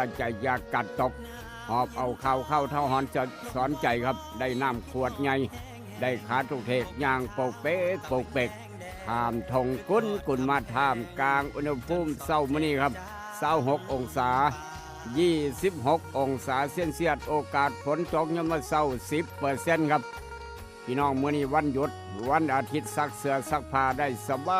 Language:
Northeastern Thai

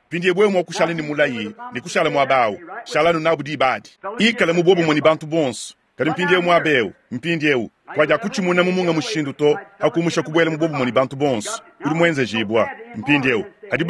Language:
Luba-Lulua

